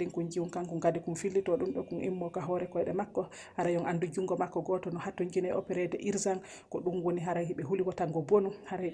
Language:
Fula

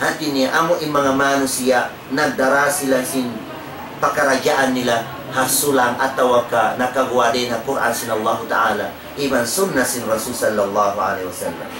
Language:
Tausug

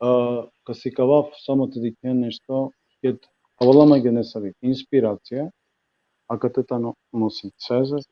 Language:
Balkan Romani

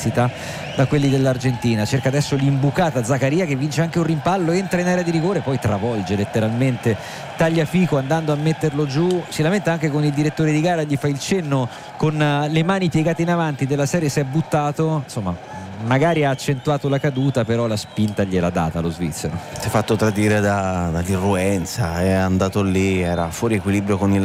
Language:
Italian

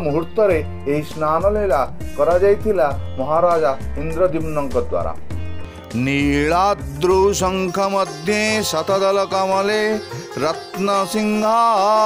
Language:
Odia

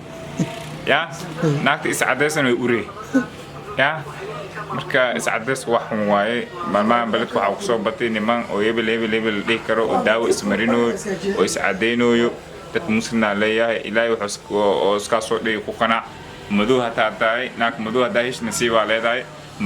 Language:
Somali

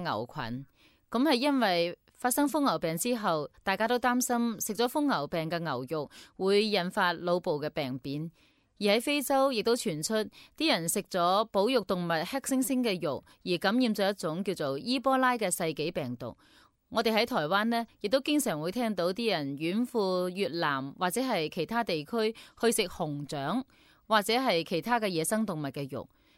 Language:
Cantonese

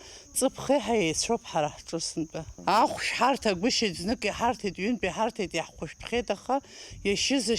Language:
Abkhazian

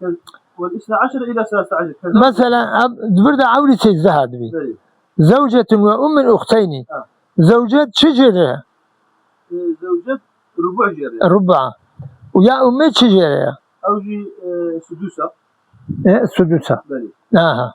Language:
Kurdish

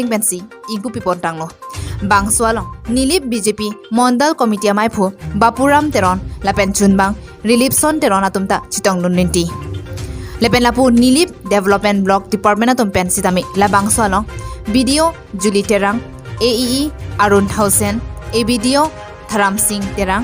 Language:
Karbi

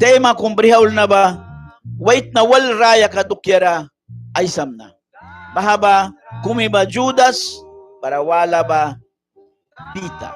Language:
Mískito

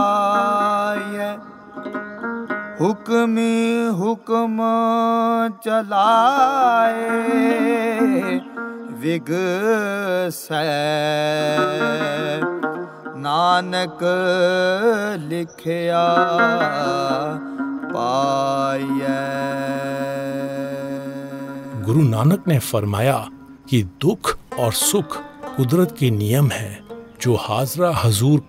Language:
Hindi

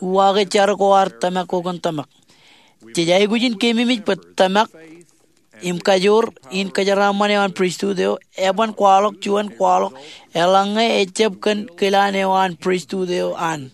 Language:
Marshallese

